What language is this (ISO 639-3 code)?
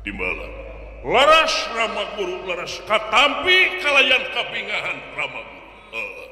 sun